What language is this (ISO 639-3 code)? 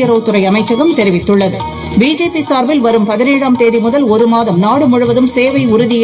tam